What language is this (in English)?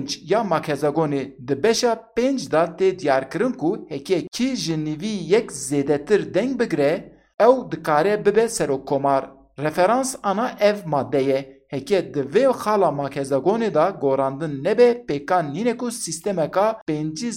Kurdish